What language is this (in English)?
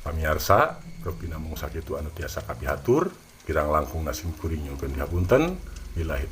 Sundanese